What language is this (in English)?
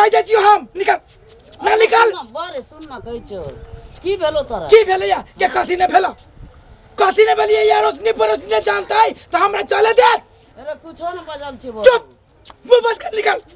Maithili